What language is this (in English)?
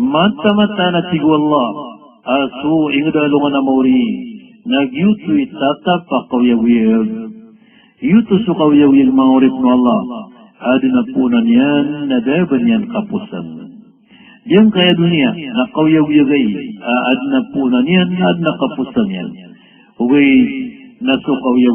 Maranao